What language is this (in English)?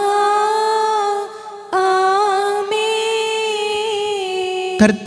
Malayalam